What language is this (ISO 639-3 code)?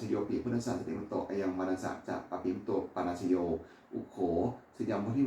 pli